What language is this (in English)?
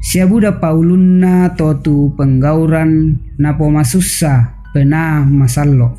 Toraja-Sa'dan